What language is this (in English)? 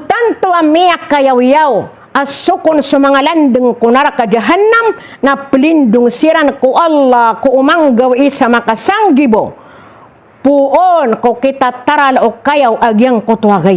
Maranao